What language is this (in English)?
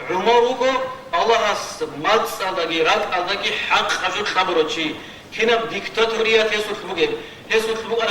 Avaric